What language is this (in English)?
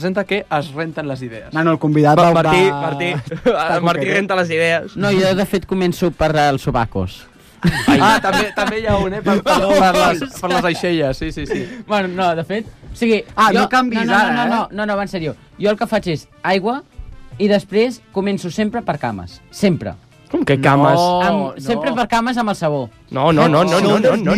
Catalan